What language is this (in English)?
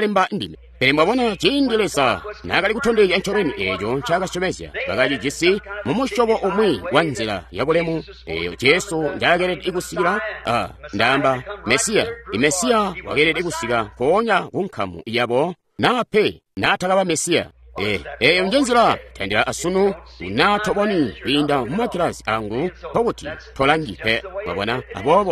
Tonga (Zambia)